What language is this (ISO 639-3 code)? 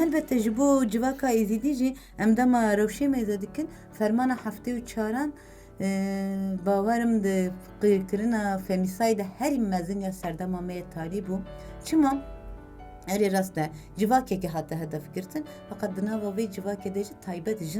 kur